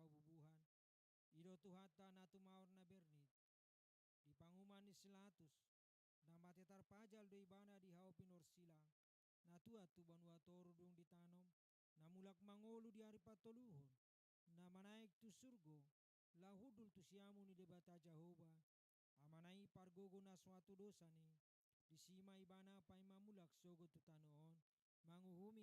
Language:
Batak Toba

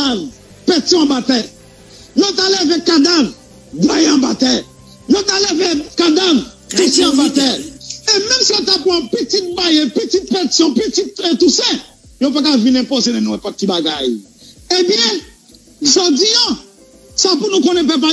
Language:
Haitian Creole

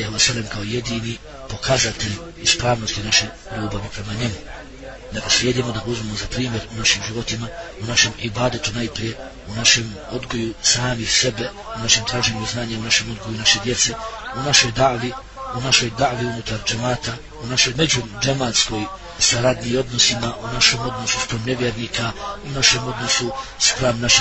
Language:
Bosnian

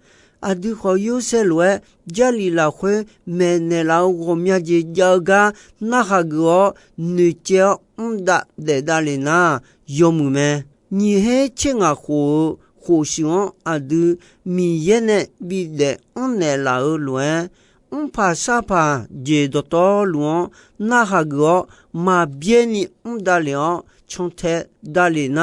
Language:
Akha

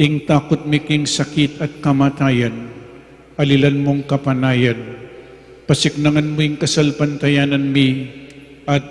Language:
Pampanga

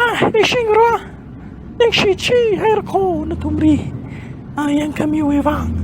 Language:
Tangkhul Naga (India)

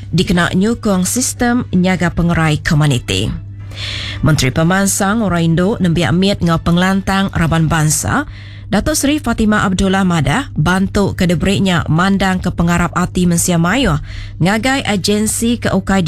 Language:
Iban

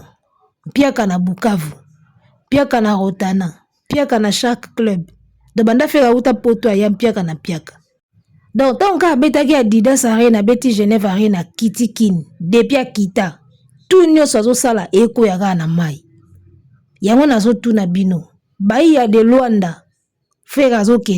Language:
Lingala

